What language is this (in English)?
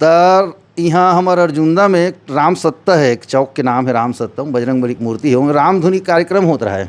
Chhattisgarhi